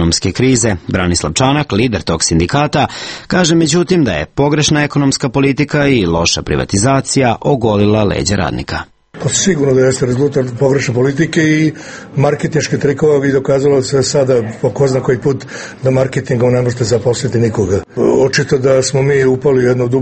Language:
Serbian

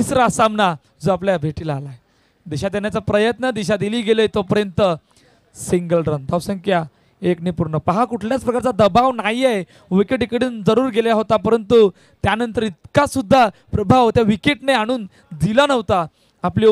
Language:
Marathi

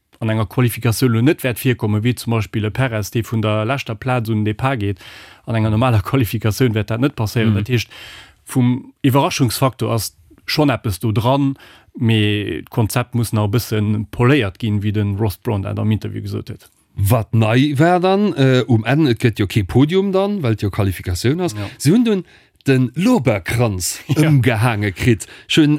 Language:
Luxembourgish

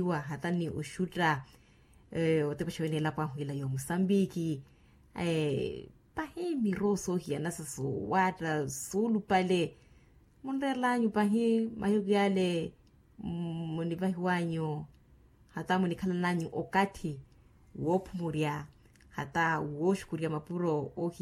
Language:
Makhuwa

